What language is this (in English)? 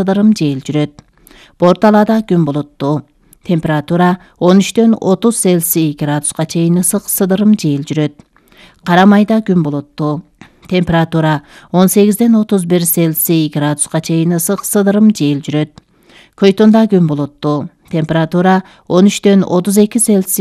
Kyrgyz